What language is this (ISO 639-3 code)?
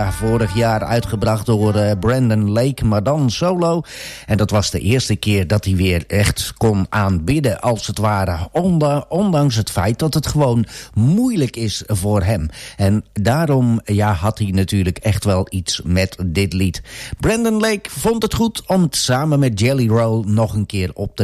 nld